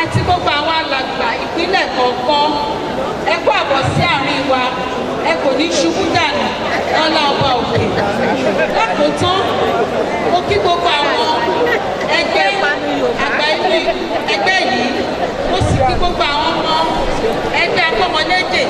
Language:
Yoruba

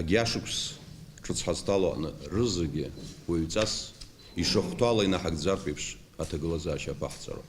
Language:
Abkhazian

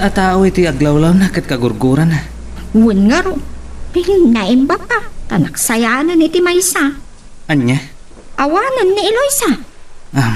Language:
Iloko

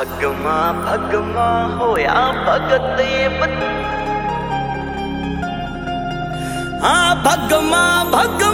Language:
Hindi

